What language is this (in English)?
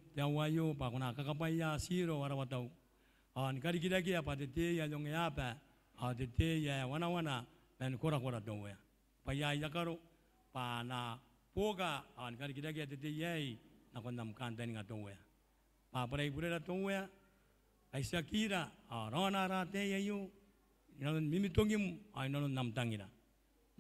Gilbertese